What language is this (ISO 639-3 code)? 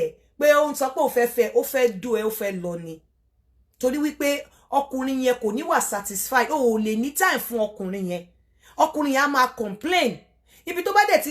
yor